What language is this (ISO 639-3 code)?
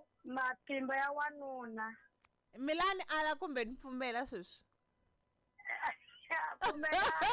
tso